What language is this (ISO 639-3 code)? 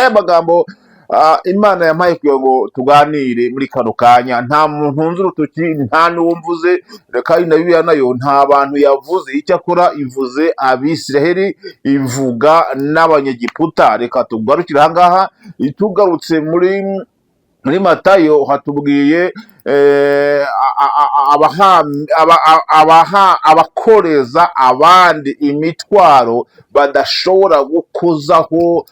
kin